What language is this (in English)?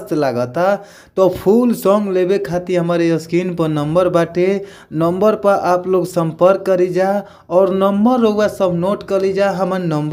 Bhojpuri